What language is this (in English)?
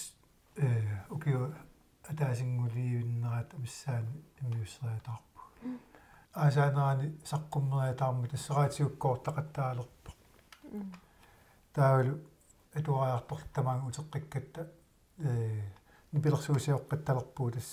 Kalaallisut